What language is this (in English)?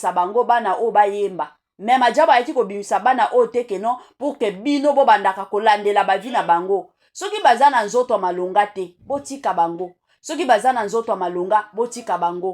Lingala